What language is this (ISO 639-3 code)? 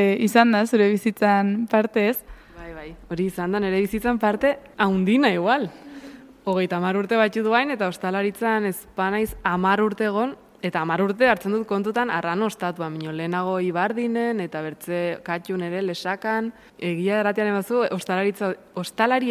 eus